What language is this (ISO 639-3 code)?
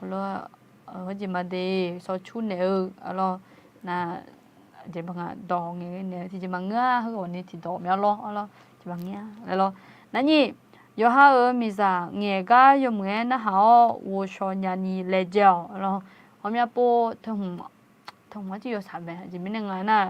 ahk